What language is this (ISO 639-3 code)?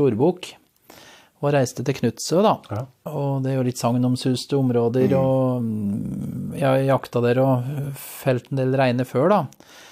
nor